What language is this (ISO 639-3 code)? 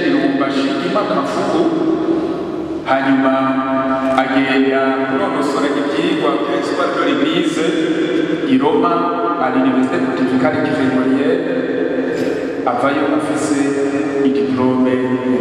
run